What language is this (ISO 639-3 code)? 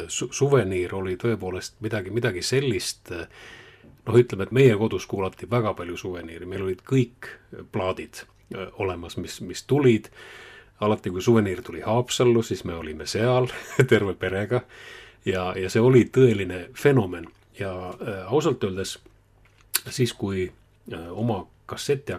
est